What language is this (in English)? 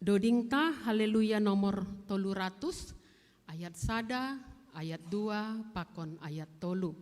Batak Simalungun